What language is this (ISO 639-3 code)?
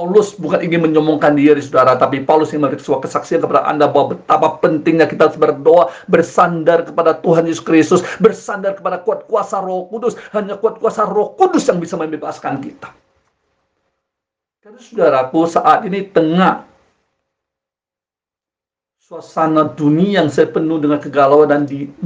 ind